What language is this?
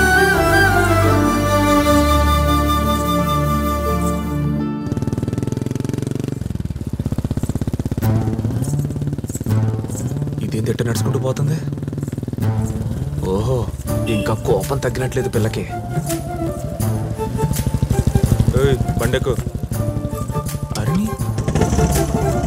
Telugu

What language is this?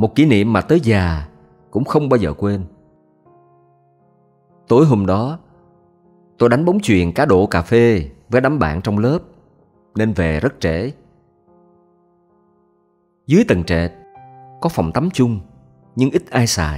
Vietnamese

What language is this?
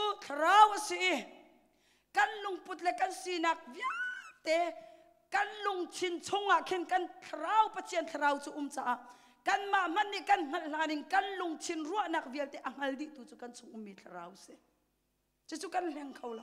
Hakha Chin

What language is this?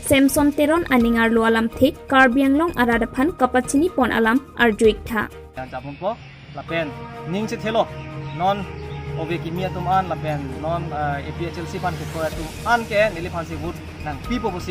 Karbi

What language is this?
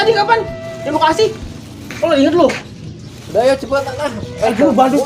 Betawi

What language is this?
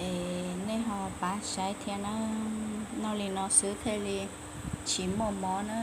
Hmong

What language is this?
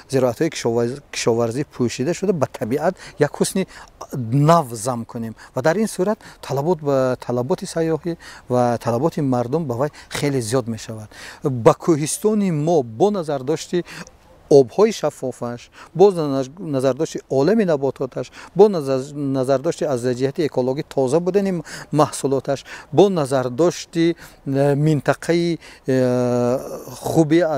Tajik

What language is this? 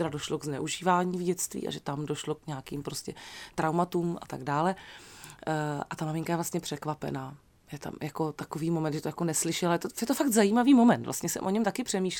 Czech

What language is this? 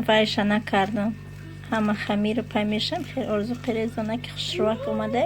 Tajik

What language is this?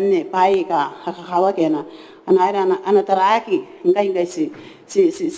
Gilbertese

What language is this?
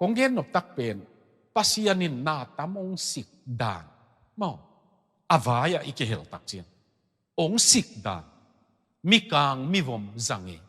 Tedim Chin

